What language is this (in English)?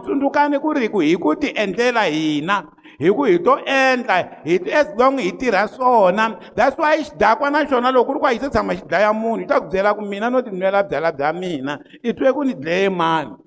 Tsonga